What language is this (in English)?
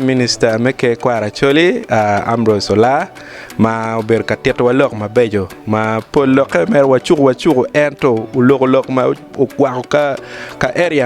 Acoli